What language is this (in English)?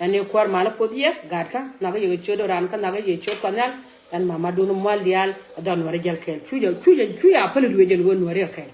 Nuer